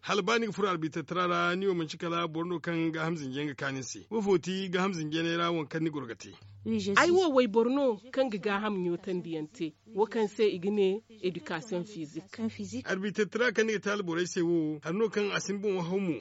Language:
Zarma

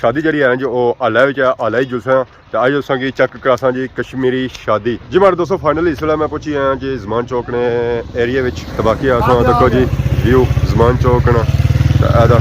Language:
Pahari-Potwari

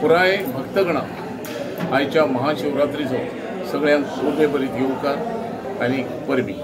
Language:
Konkani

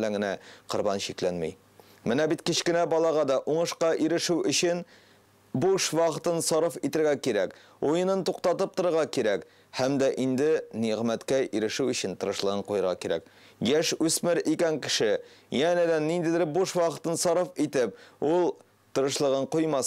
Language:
Tatar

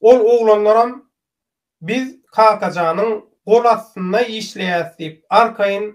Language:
Turkmen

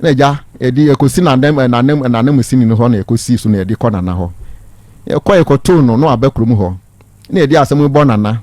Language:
Akan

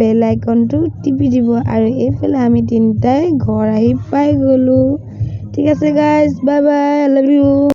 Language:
Assamese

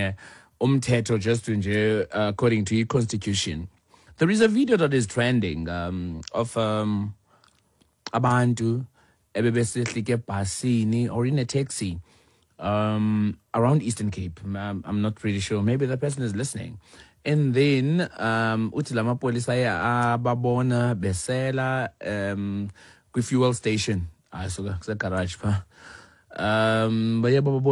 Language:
Xhosa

